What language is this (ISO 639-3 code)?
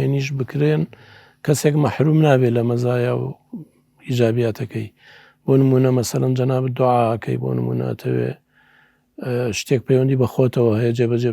ckb